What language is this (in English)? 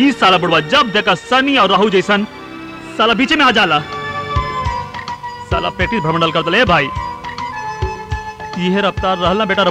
Bhojpuri